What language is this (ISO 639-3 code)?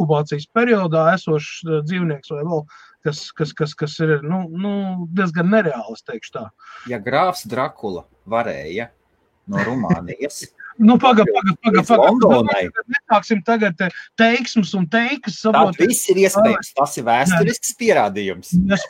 lav